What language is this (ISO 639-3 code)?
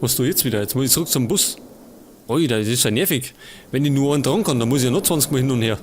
bar